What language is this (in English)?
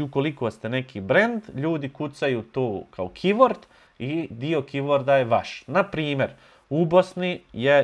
Bosnian